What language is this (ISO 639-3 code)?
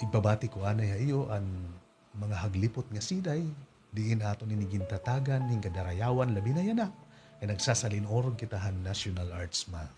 war